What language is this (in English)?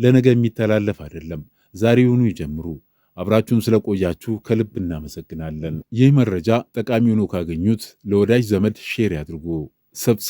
Amharic